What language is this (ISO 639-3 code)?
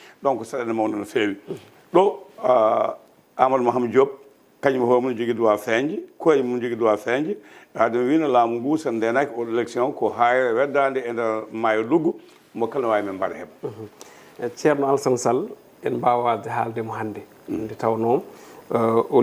ful